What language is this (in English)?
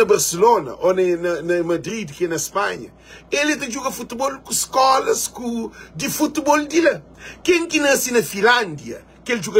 Kabuverdianu